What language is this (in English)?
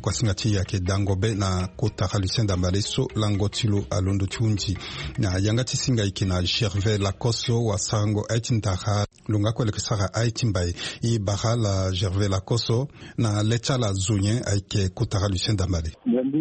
Sango